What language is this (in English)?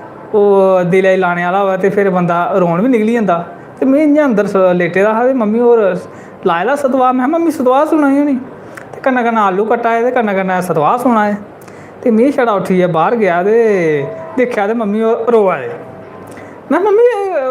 Dogri